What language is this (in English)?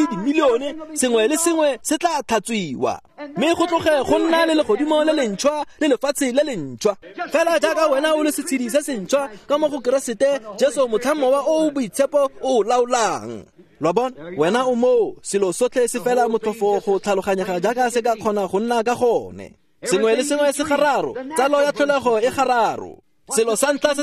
Tswana